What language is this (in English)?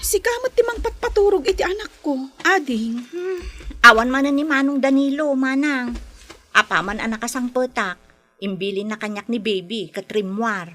Iloko